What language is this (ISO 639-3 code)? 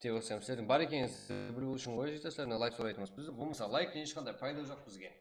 kaa